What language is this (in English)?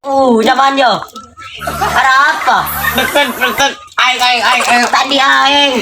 Madurese